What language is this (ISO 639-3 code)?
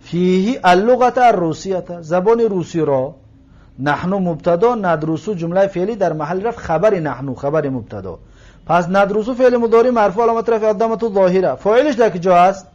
tgk